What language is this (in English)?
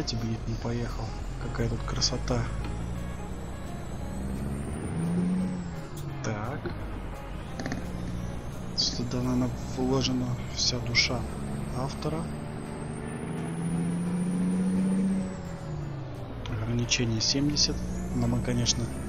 Russian